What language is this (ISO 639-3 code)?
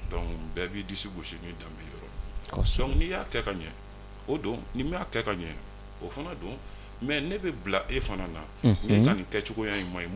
bam